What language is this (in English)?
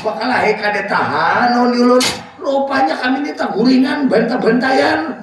Banjar